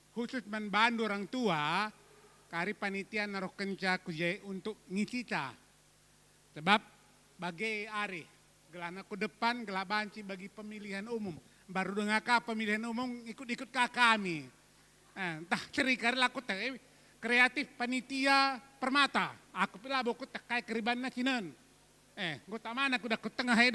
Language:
Batak Karo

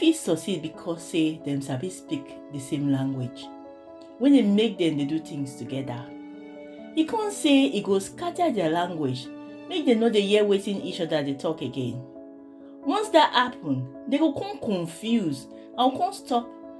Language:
Nigerian Pidgin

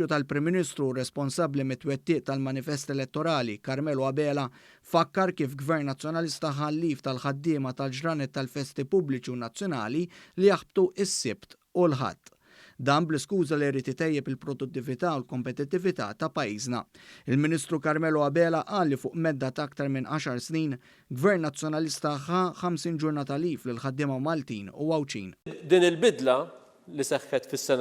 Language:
Maltese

